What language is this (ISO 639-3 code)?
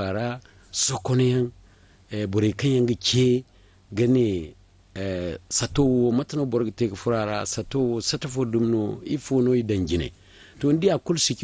dje